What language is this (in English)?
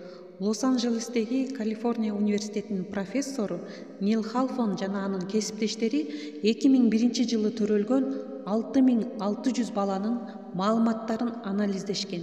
Kyrgyz